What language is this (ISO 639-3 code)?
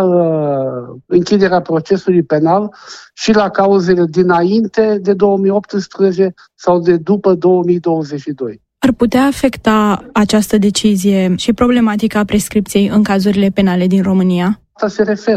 ron